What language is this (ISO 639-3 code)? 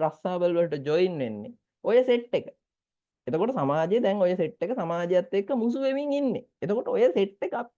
sin